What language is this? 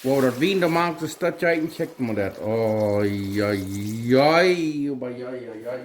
Plautdietsch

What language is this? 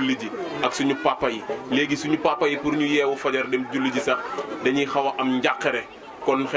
Wolof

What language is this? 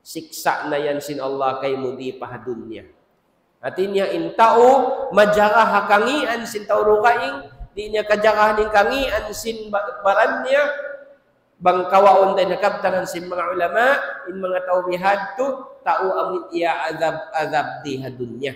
Tausug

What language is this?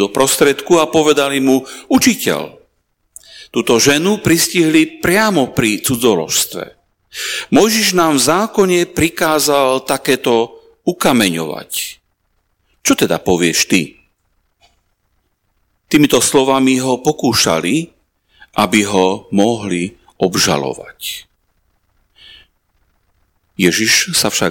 Slovak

